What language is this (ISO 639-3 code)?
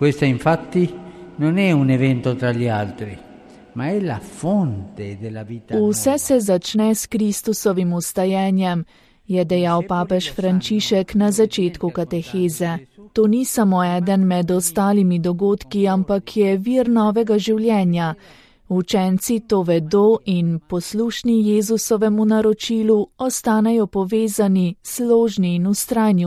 slv